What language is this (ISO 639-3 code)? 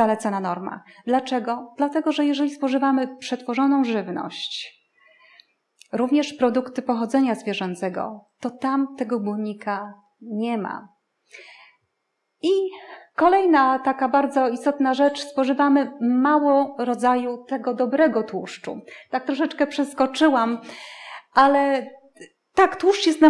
pol